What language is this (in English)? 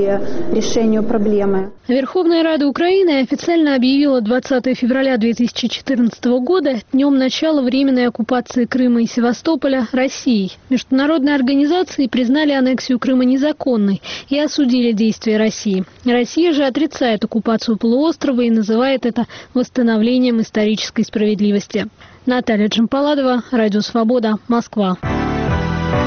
Russian